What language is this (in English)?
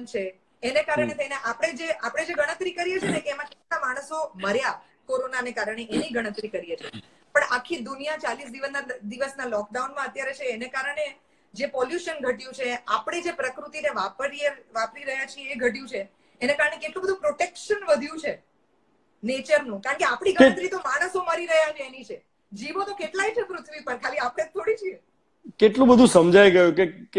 Gujarati